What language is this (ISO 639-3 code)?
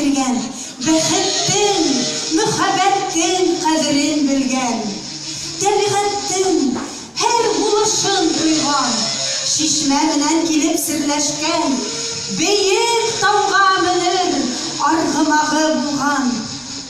bak